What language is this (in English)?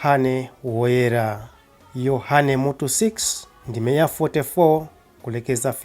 Nyanja